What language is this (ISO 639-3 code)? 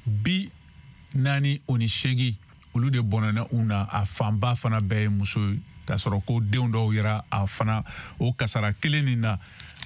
bam